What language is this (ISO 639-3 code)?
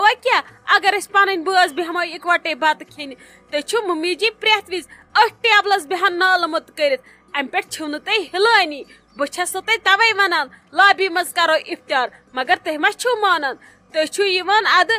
kas